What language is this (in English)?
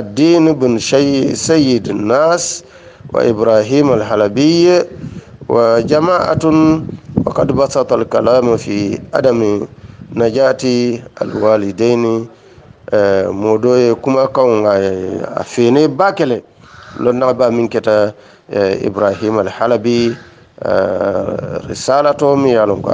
Hausa